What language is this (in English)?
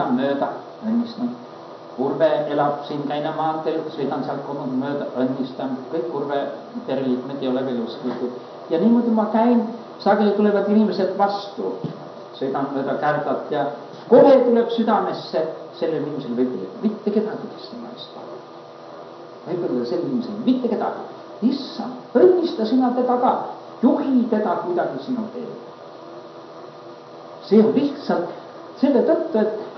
Estonian